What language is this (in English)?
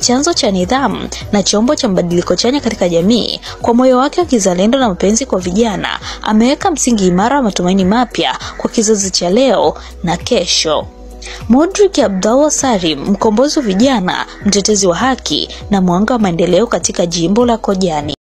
Swahili